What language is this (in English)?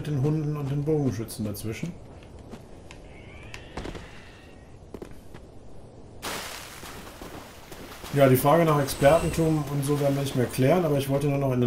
German